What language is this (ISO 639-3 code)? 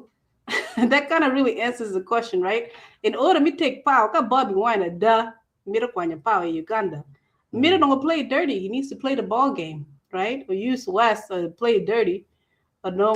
ach